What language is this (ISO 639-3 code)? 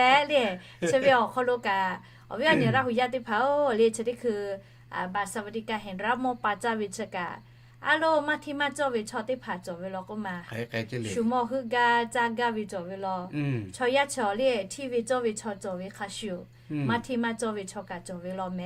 lhu